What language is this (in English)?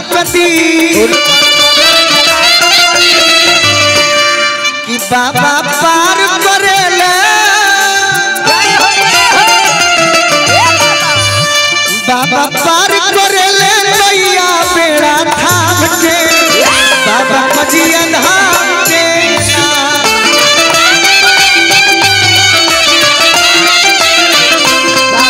Bhojpuri